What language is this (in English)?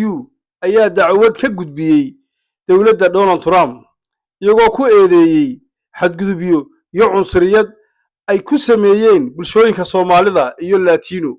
Somali